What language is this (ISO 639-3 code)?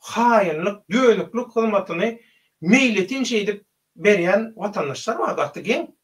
tuk